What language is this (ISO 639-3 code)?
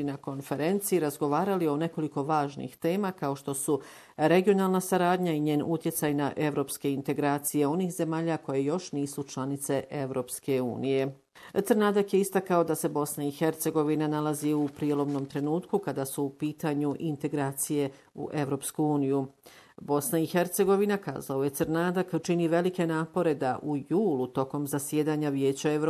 bos